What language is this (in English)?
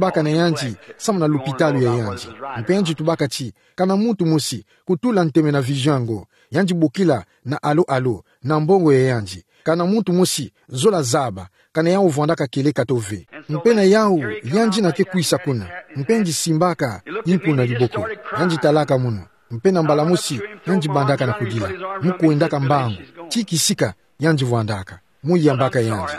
Kituba (Democratic Republic of Congo)